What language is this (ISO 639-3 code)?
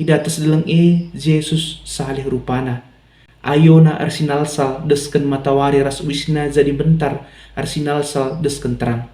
btx